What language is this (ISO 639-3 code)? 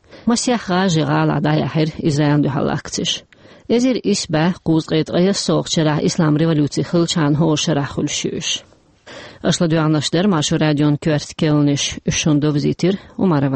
che